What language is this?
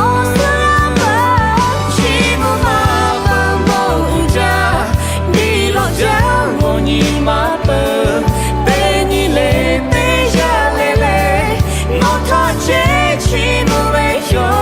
Lahu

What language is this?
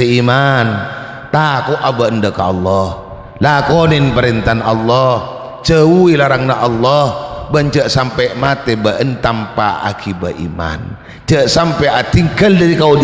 Madurese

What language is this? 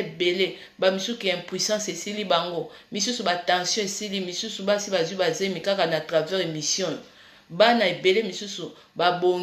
Lingala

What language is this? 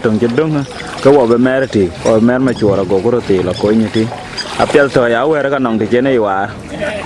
Dinka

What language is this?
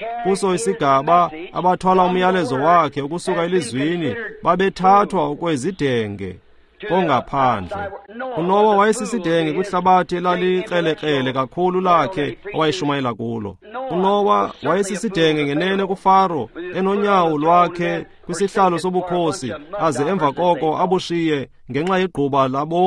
Xhosa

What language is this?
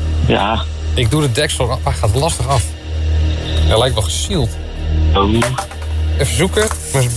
Dutch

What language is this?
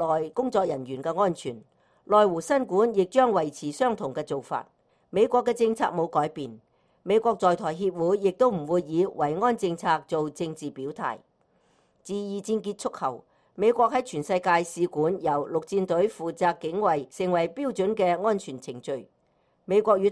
Cantonese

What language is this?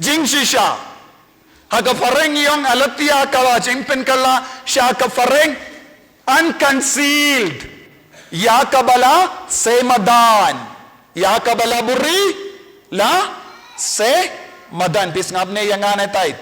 Khasi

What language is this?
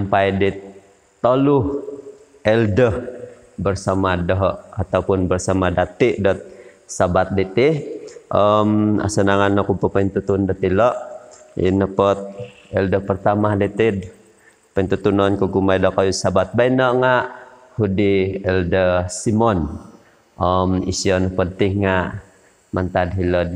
Central Dusun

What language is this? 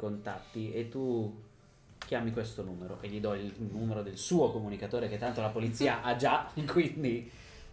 Italian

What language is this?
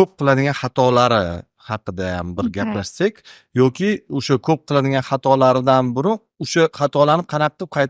Uzbek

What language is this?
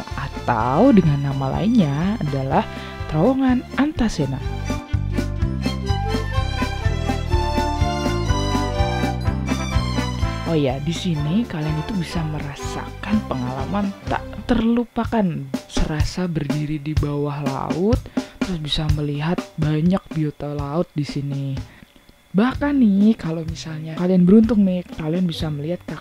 Indonesian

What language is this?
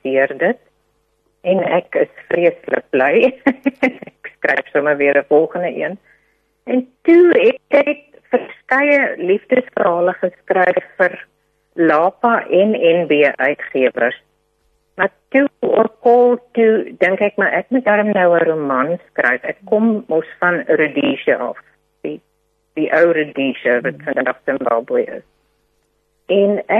Afrikaans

